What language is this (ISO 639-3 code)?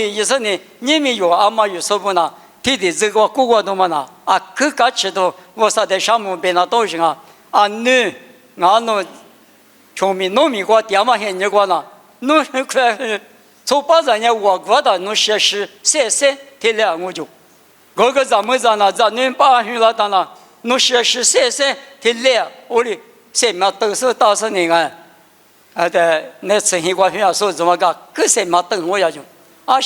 lis